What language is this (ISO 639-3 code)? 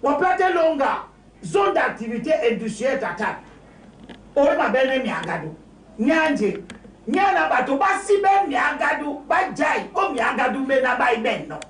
dua